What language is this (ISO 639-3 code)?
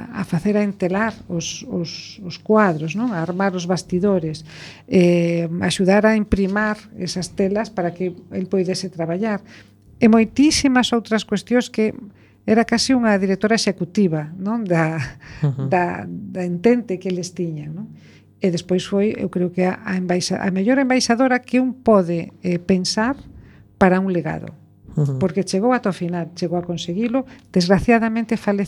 glg